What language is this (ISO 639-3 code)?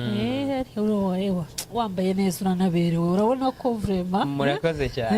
kin